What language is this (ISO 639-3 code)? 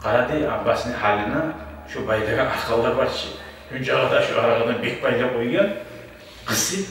kum